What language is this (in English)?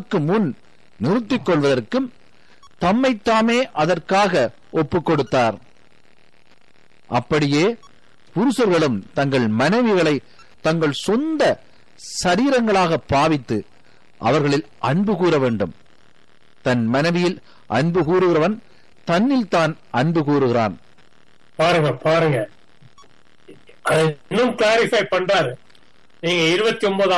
Tamil